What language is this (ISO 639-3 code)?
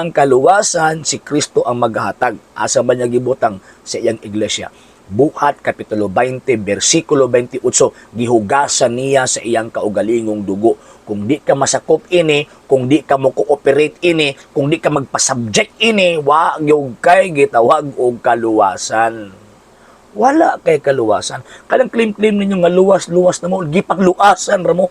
ceb